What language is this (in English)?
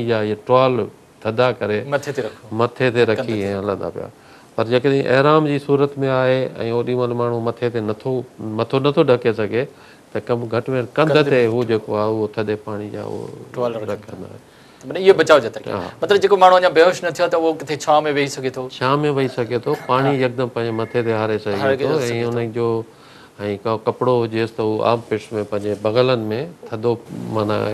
Sindhi